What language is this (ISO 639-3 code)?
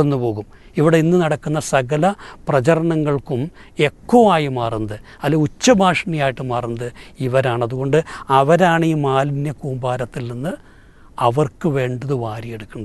mal